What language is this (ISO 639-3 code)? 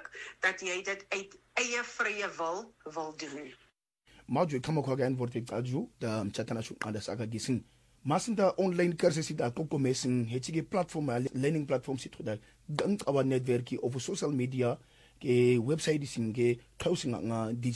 afr